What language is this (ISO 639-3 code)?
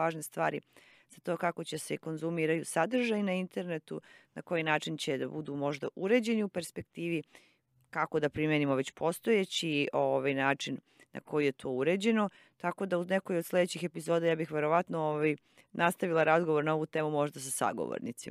srp